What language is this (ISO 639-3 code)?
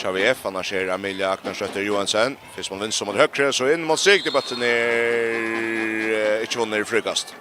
fao